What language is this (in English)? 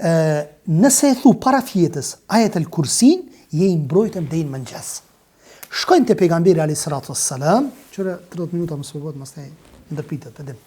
Albanian